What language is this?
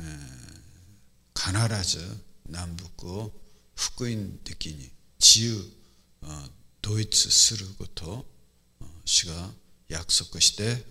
Japanese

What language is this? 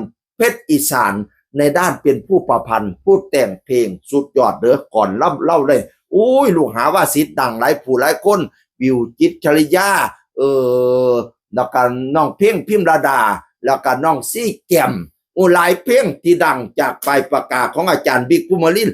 Northeastern Thai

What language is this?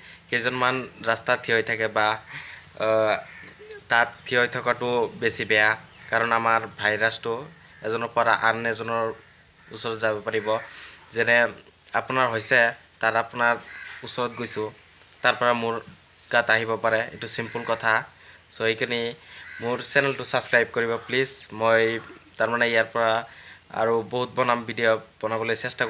Assamese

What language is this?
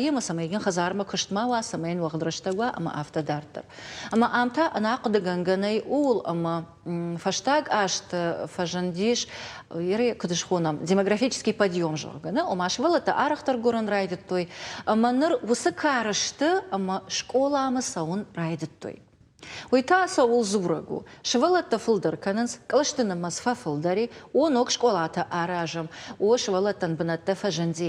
Ossetic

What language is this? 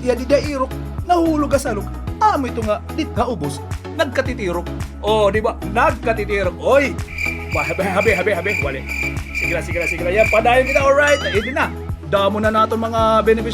Waray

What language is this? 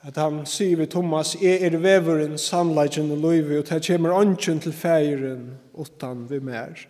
Faroese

